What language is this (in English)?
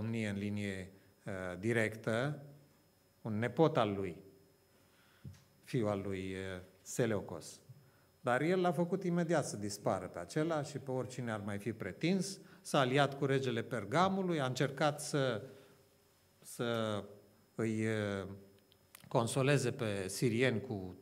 Romanian